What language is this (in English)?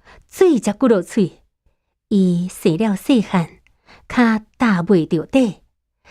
Min Nan Chinese